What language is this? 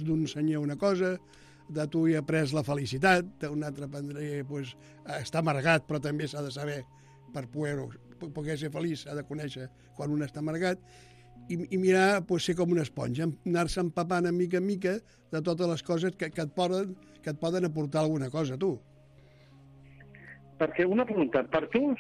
Catalan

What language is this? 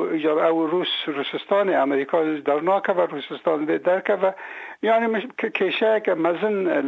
Kurdish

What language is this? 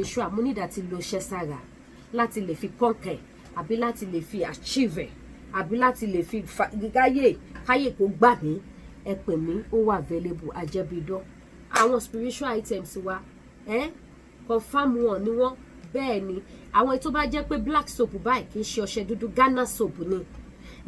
Yoruba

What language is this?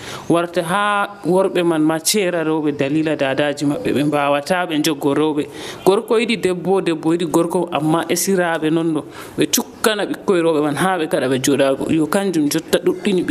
Nigerian Fulfulde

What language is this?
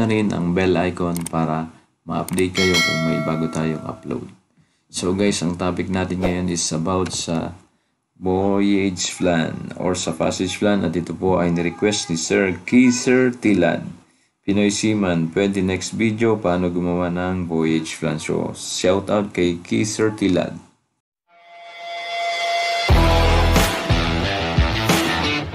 Filipino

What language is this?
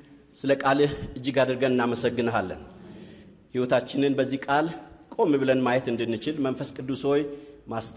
Amharic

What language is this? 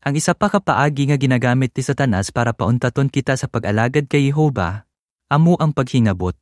Hiligaynon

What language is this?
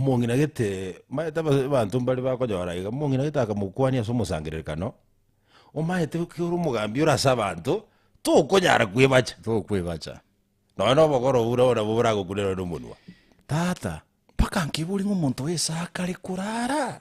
Gusii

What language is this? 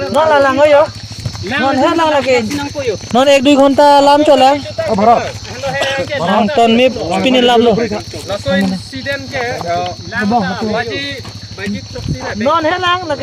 Karbi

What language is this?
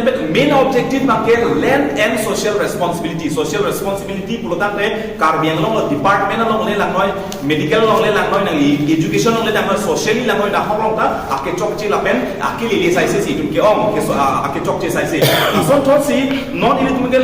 Karbi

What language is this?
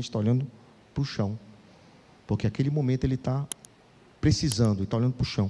Portuguese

